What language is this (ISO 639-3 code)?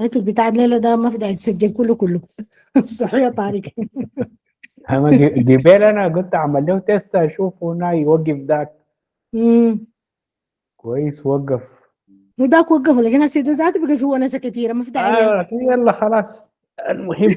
apd